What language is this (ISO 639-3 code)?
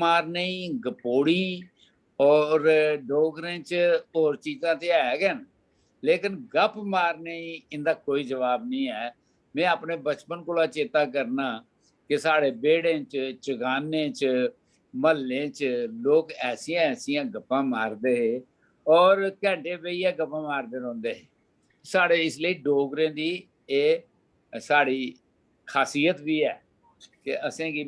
doi